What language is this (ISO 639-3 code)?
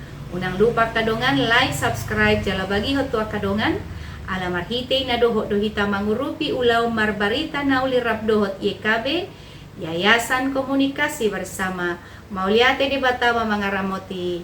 bbc